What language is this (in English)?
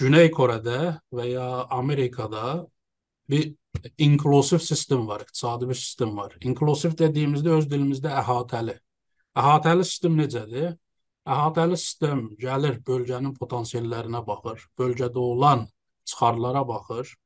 South Azerbaijani